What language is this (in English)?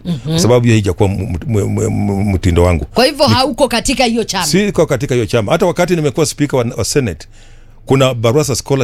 Swahili